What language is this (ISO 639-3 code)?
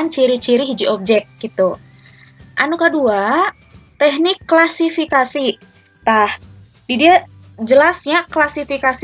sun